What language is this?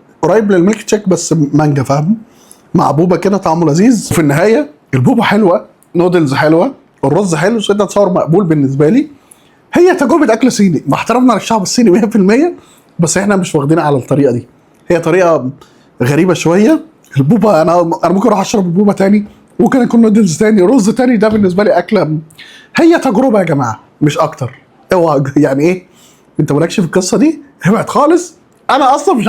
Egyptian Arabic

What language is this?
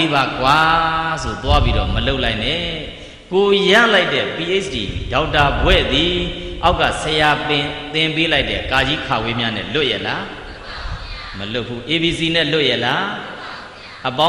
Burmese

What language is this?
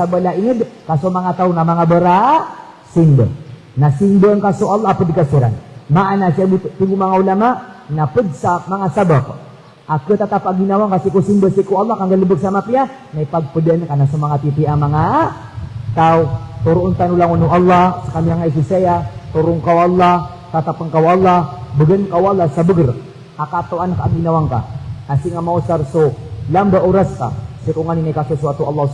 Maranao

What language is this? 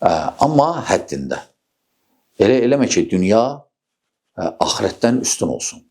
Azerbaijani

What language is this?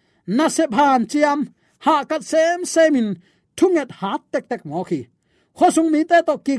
Tedim Chin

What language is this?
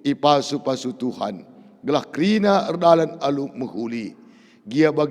Batak Karo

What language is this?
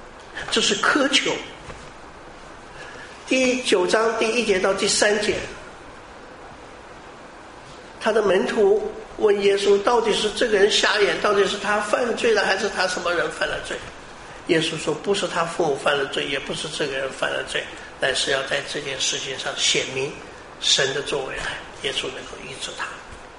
Chinese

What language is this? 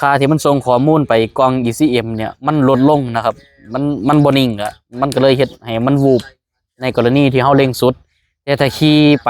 Lao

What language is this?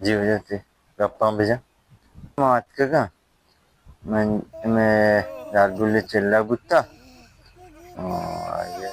Baluchi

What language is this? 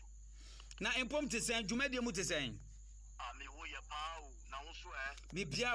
Akan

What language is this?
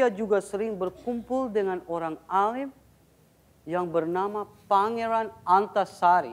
Banjar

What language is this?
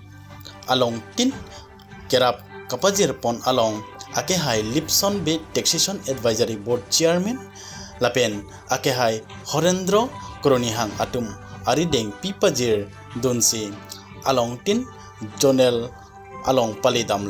Karbi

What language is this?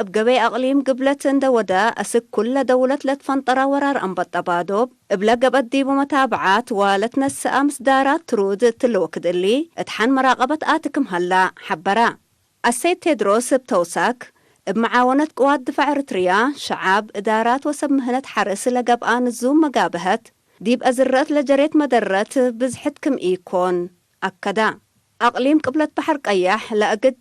Tigre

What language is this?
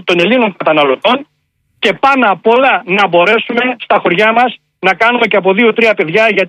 Greek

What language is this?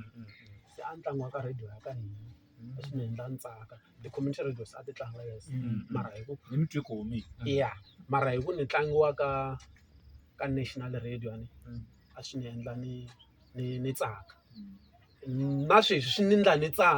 Tsonga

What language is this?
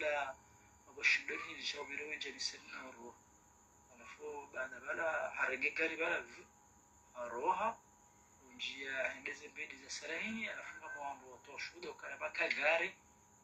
Swahili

